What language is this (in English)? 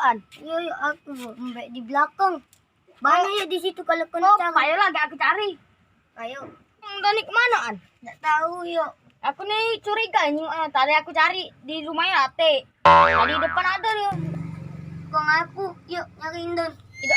Musi